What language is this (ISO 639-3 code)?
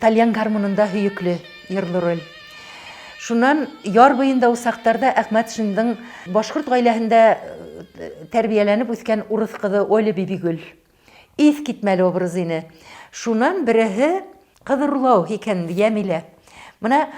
bak